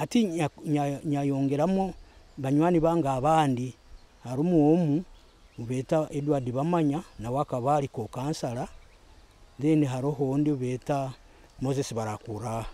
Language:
Nyoro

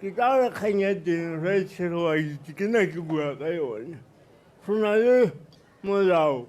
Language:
Tswana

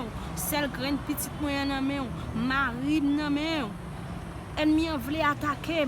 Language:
Haitian Creole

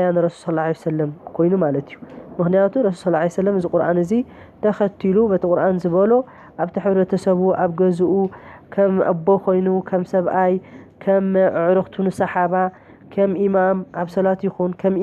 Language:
Tigrinya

